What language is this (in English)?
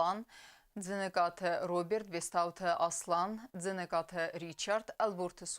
Ossetic